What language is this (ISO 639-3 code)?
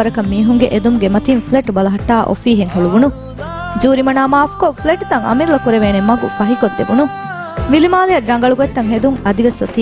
div